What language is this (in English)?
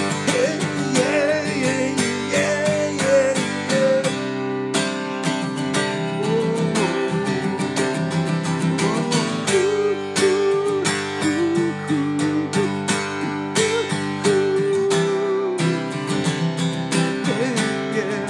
English